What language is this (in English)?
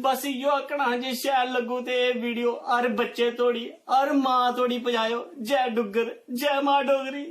Dogri